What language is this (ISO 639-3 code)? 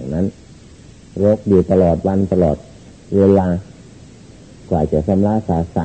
tha